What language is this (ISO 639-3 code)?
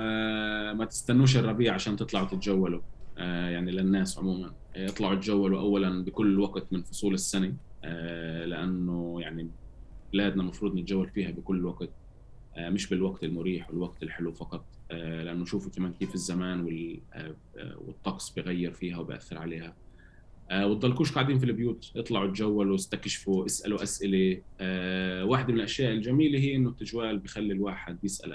apc